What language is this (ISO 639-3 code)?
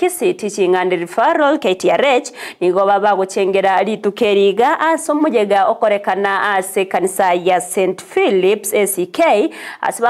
guz